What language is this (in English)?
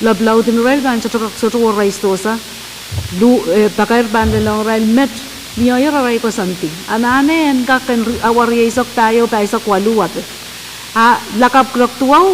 Pohnpeian